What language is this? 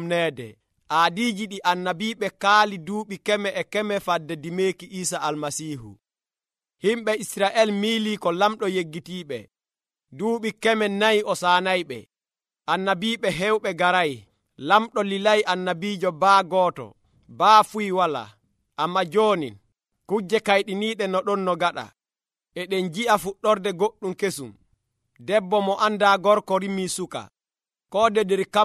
Nigerian Fulfulde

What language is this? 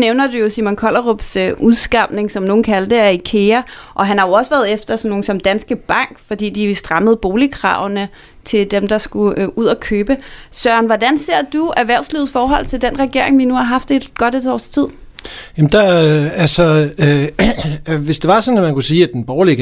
Danish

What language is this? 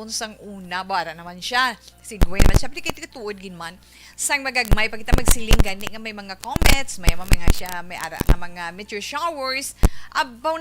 Hiligaynon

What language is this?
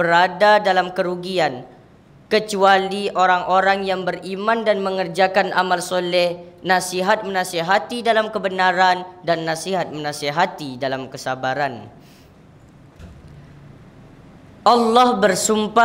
Malay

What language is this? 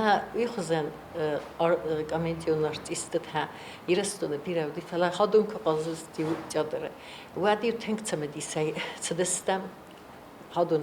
Ossetic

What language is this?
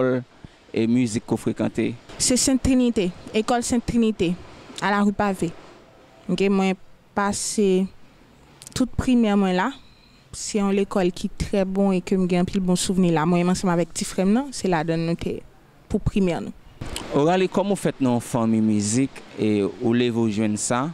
Haitian Creole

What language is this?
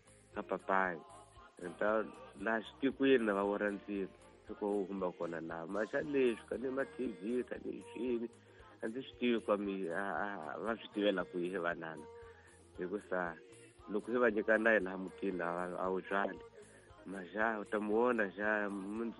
Tsonga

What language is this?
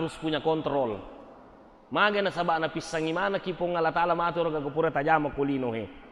Buginese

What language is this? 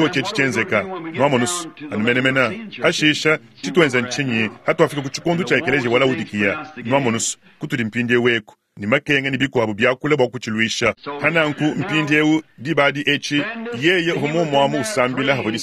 Luba-Lulua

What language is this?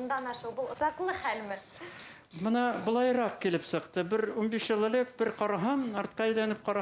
Bashkir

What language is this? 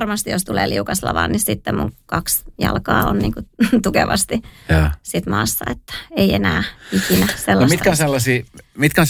Finnish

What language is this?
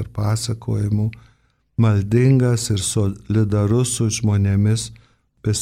Lithuanian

